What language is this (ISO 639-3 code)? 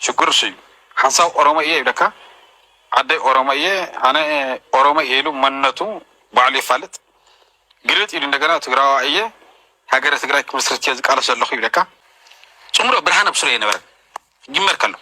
tir